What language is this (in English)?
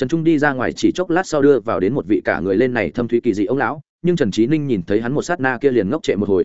Vietnamese